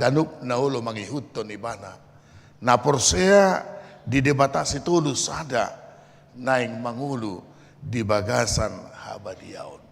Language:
Batak Toba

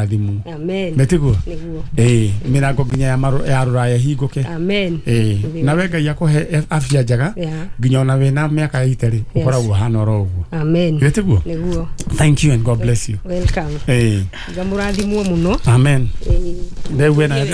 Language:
Kikuyu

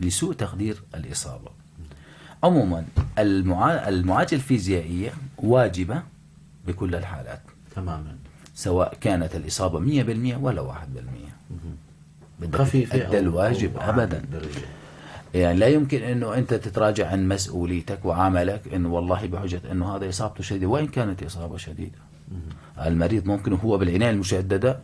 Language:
North Levantine Arabic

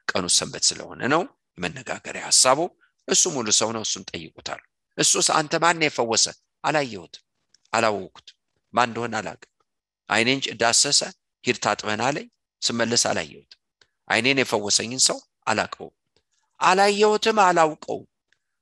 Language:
Amharic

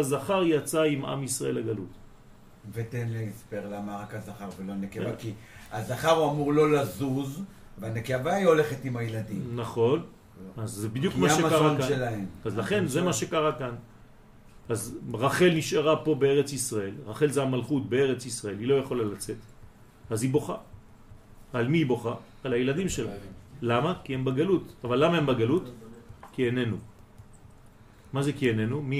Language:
Hebrew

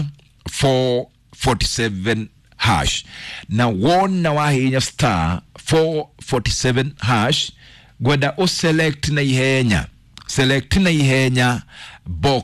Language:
Kikuyu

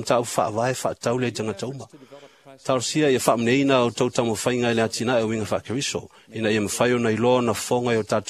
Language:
Samoan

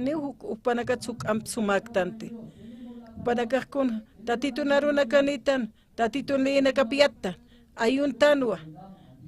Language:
Aymara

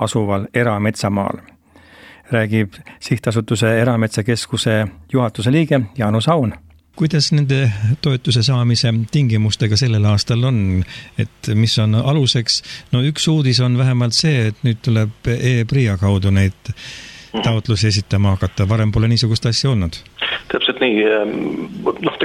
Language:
Estonian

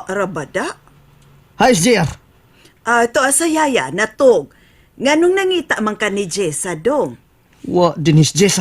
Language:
Cebuano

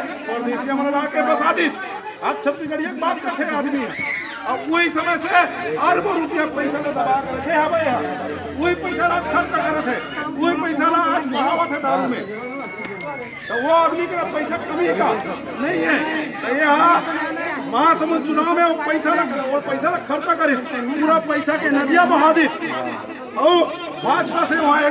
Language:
Chhattisgarhi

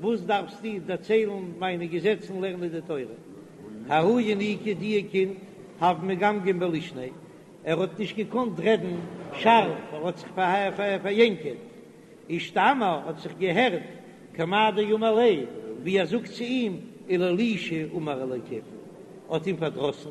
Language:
Yiddish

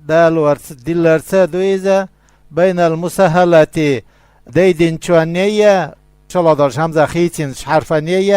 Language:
Chechen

